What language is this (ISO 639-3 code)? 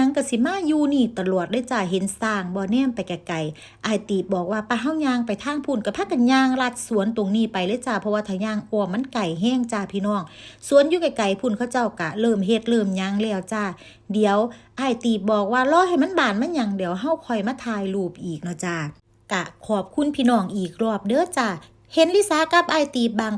lao